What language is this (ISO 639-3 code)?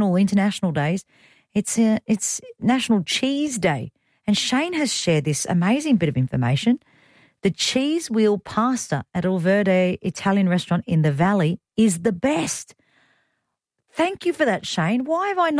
eng